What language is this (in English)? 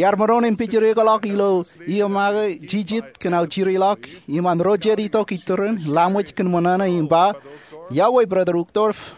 Marshallese